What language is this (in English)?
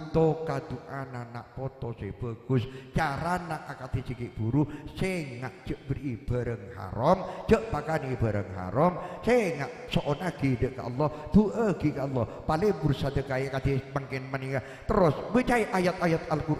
Madurese